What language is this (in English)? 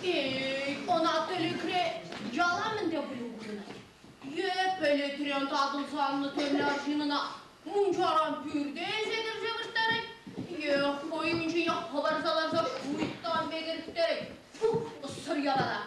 Chuvash